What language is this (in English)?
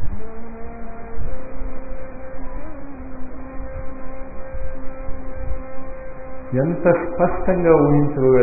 Telugu